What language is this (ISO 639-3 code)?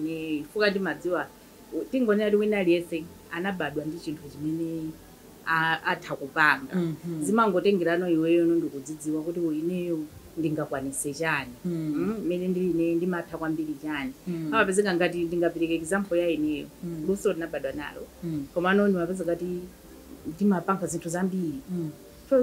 nya